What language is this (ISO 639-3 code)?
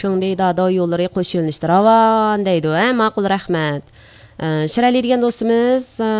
uig